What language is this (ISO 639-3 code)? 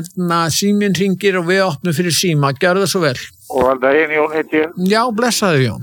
isl